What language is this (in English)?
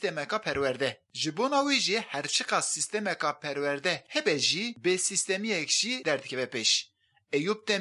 Kurdish